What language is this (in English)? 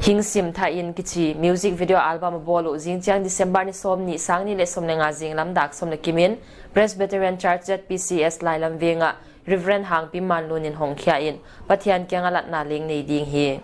Paite Chin